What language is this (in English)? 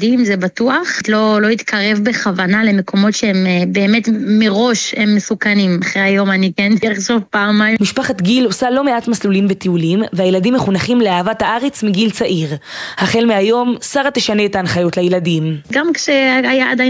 Hebrew